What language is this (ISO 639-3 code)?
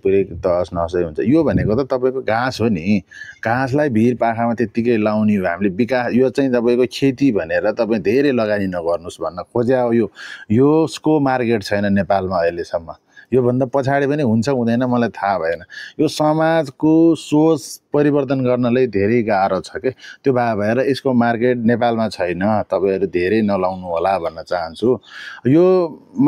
nep